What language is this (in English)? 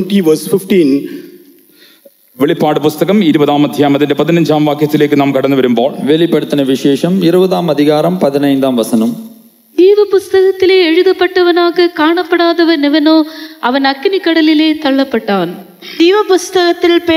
Malayalam